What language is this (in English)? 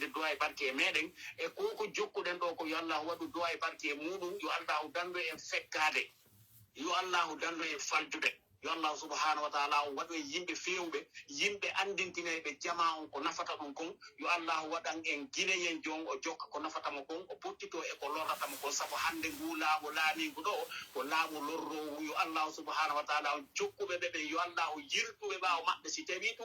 Fula